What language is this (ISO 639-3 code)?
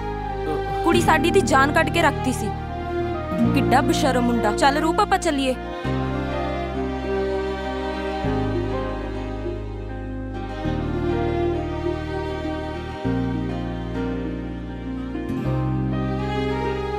pan